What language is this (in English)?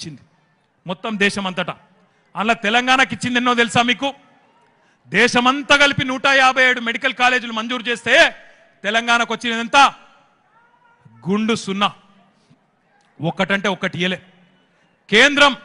Telugu